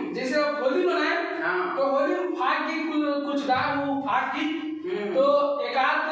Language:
Chhattisgarhi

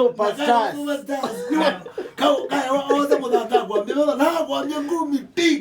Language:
Kamba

